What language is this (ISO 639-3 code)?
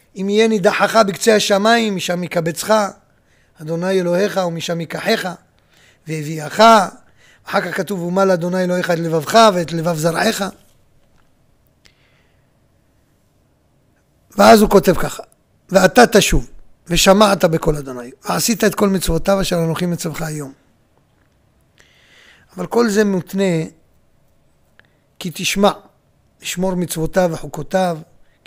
heb